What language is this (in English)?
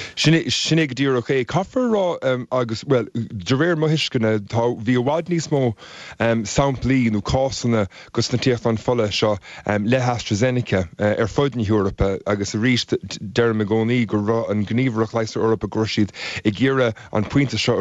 Irish